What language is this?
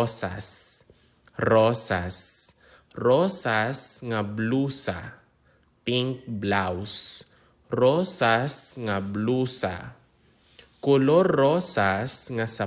Hiligaynon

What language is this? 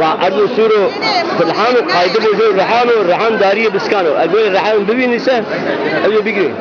Zaza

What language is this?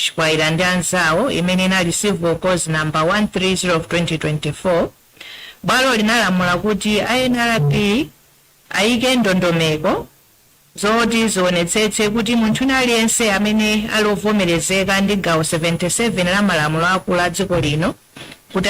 Nyanja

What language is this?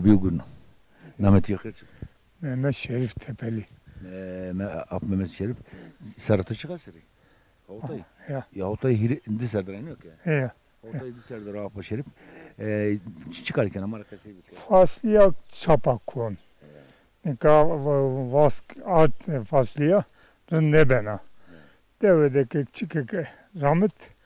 Zaza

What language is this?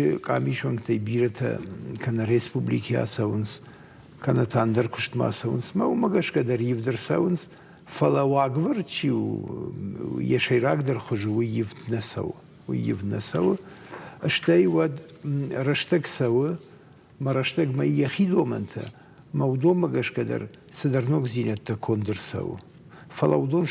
Ossetic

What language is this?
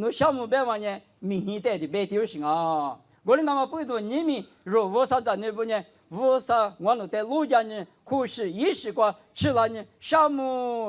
Lisu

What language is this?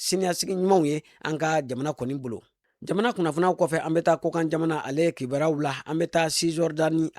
Bambara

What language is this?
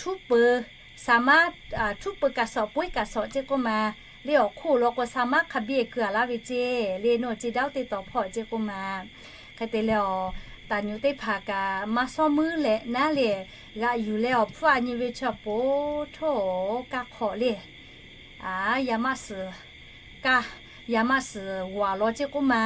Lahu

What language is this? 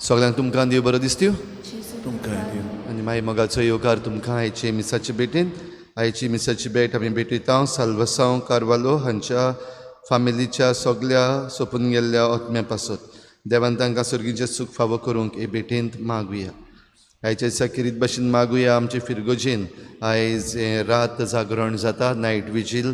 Konkani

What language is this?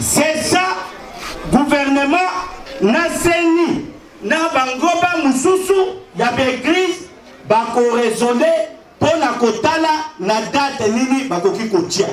Lingala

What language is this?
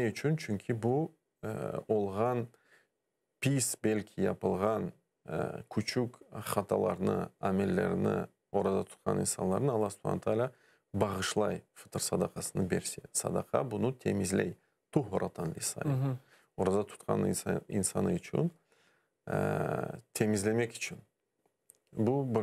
Crimean Tatar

